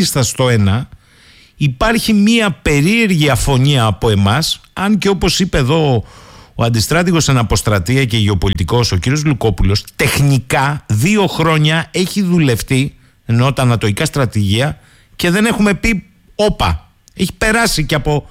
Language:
Greek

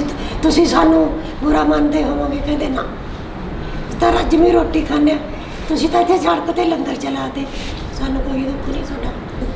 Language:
Punjabi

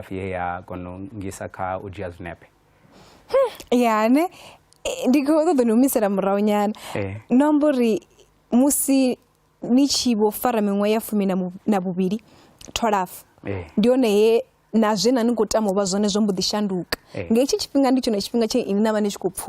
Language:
Venda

